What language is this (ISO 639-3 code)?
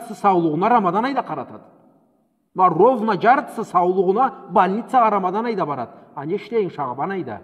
krc